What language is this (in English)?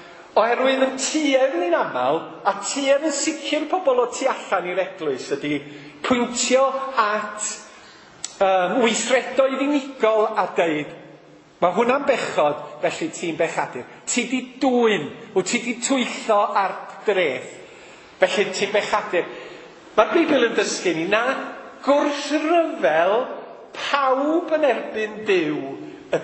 Welsh